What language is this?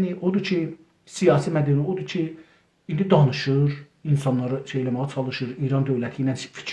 South Azerbaijani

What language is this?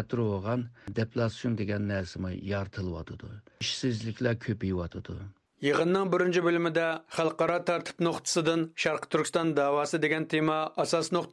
Uyghur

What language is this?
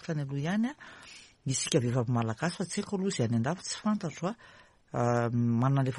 Malagasy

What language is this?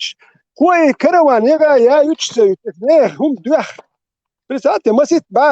Chechen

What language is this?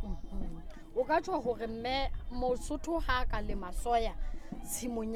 Southern Sotho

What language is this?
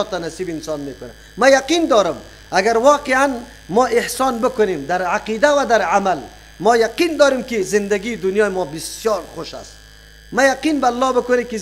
Persian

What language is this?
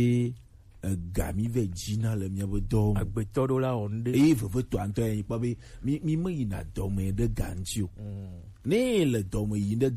Gen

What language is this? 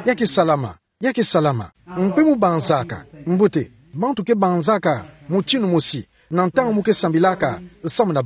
Kituba (Democratic Republic of Congo)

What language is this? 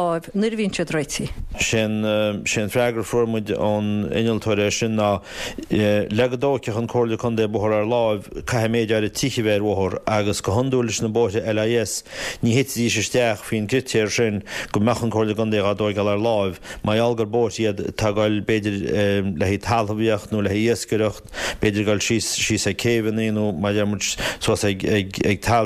Irish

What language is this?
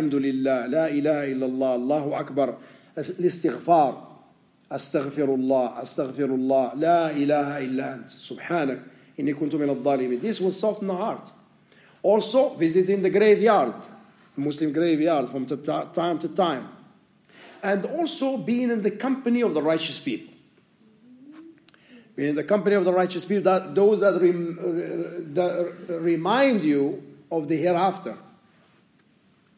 English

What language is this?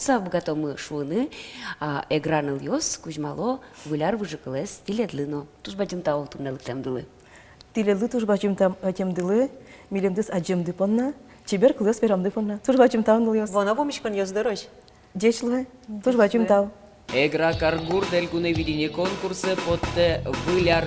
Udmurt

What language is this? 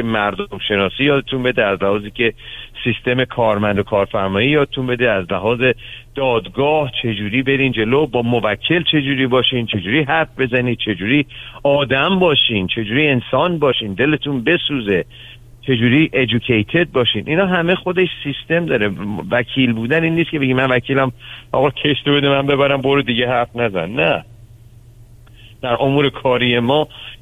Persian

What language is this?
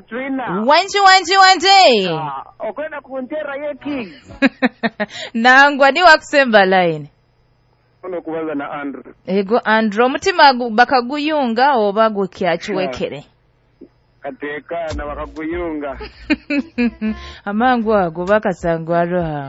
Nyoro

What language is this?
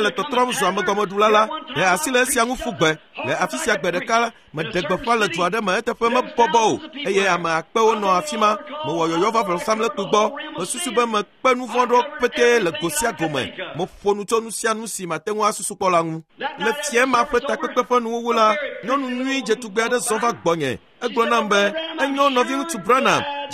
Ewe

